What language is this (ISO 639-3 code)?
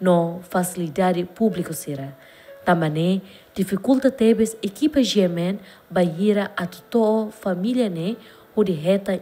tet